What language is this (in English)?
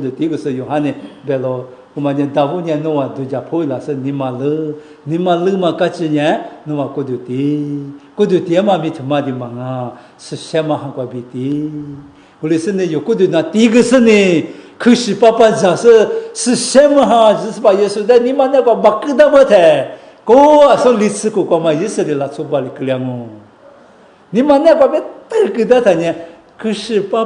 Lisu